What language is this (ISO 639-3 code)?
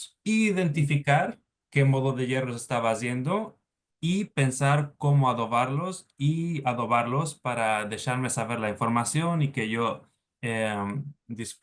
lad